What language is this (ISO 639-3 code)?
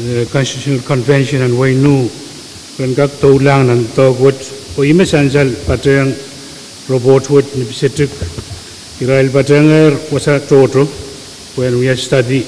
pon